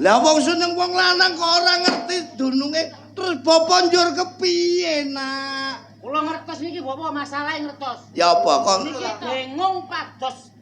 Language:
Javanese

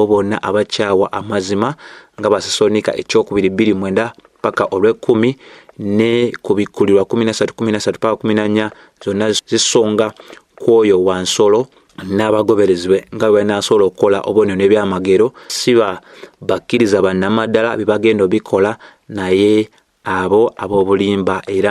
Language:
Ganda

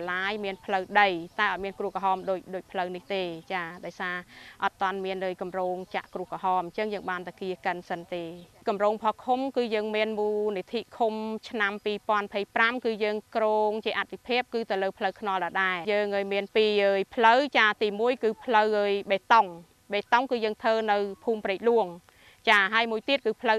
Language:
Khmer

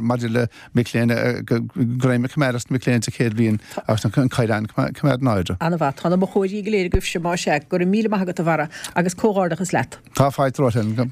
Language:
Irish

